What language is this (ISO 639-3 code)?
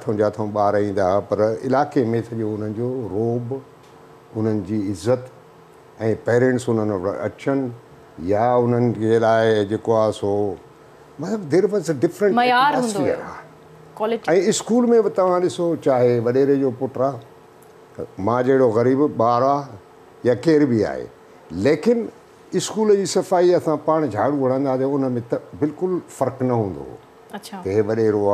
snd